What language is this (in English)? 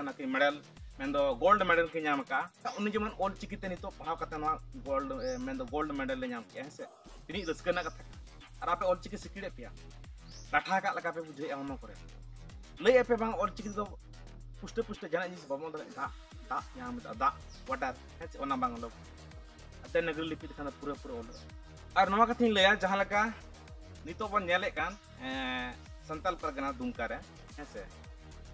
Santali